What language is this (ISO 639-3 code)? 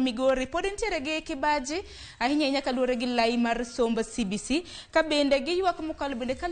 luo